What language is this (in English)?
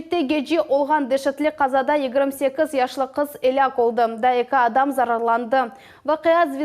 Crimean Tatar